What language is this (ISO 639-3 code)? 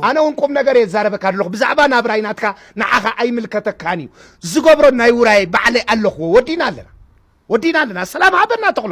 tir